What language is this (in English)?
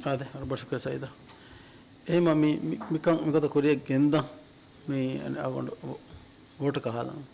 Divehi